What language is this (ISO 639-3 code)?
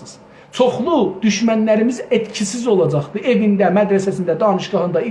azb